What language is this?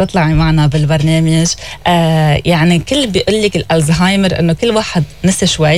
North Levantine Arabic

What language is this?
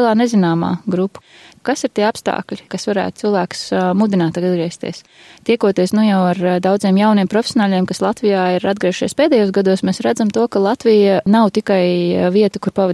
Latvian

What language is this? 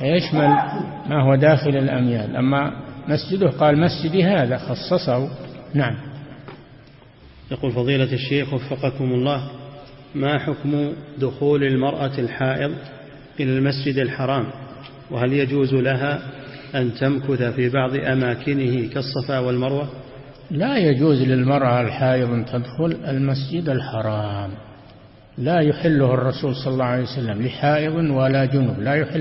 Arabic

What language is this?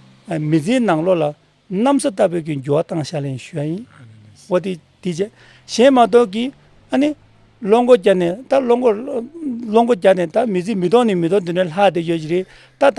Tibetan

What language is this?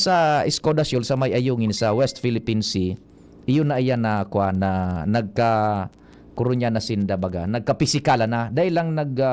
Bikol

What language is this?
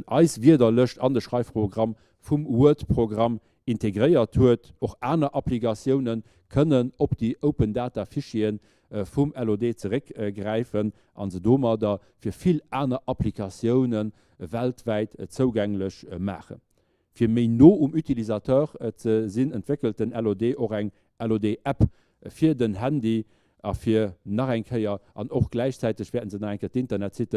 Luxembourgish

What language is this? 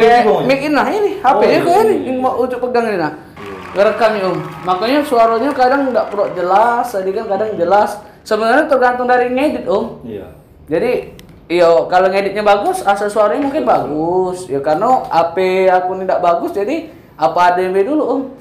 Musi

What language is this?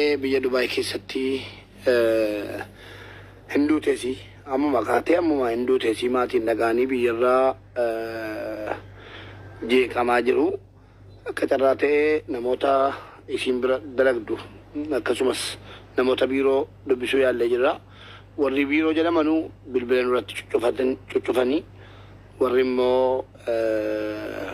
Oromo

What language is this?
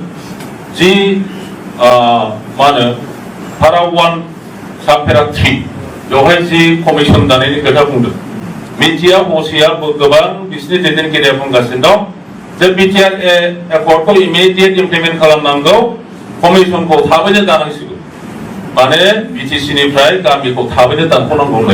Bodo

